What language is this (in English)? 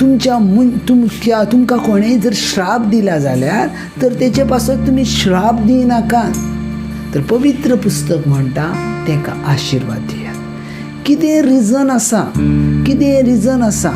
Konkani